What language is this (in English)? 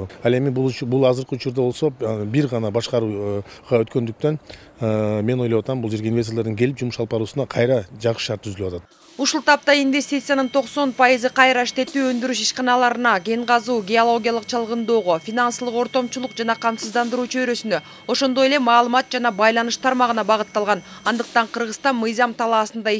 Kyrgyz